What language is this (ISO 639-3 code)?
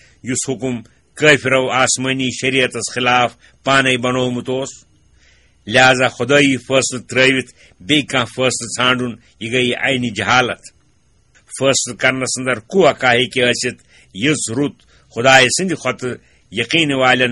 kas